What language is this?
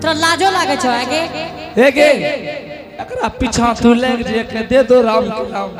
Angika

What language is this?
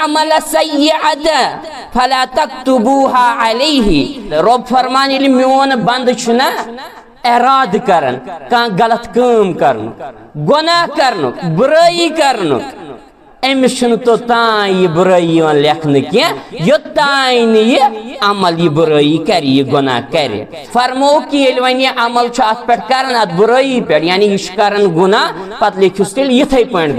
Kashmiri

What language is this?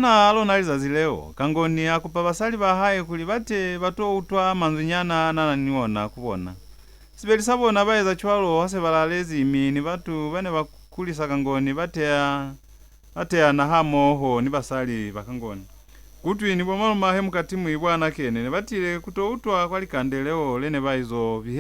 Lozi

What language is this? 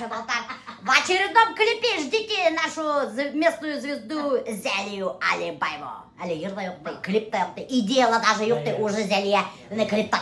Bashkir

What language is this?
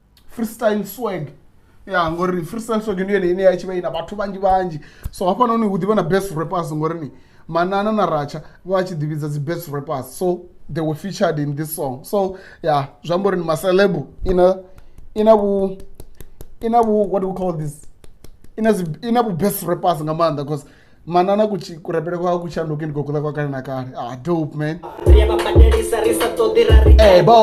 Venda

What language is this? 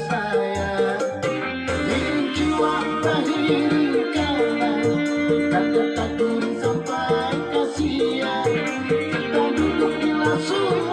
Banjar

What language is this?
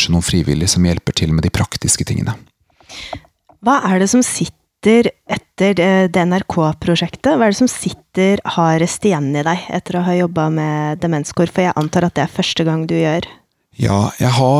Norwegian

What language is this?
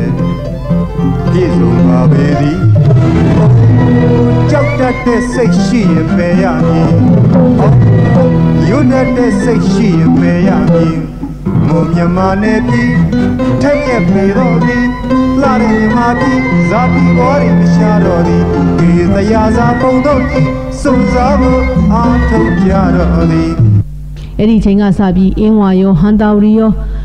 Burmese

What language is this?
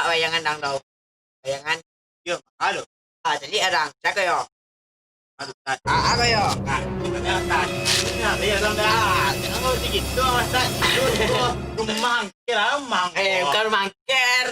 Minangkabau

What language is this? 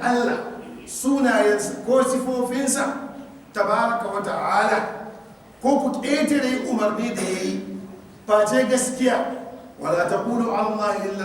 Hausa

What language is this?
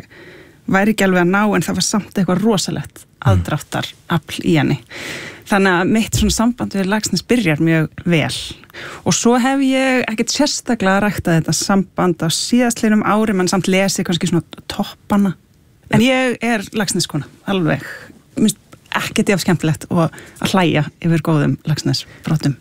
Icelandic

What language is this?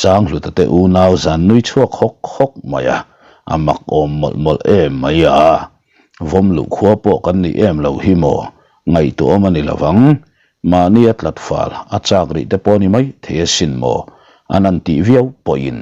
Mizo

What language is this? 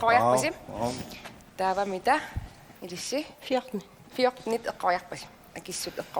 Kalaallisut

